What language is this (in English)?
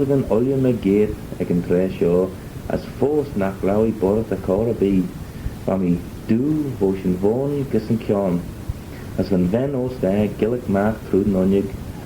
Manx